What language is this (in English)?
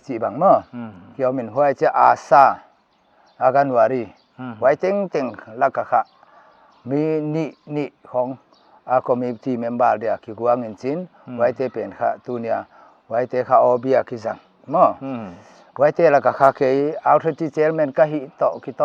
Paite Chin